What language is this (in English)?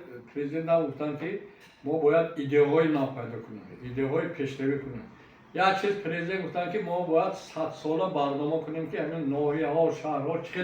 Tajik